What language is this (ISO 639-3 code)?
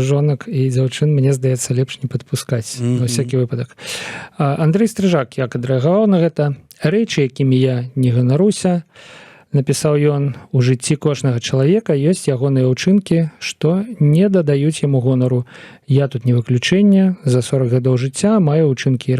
bel